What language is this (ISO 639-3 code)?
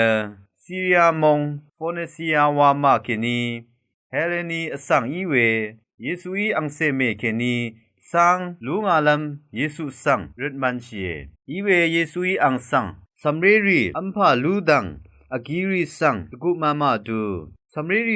raw